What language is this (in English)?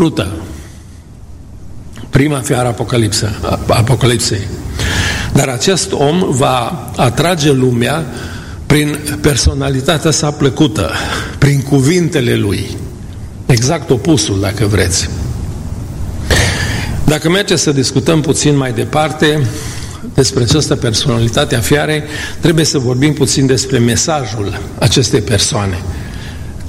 Romanian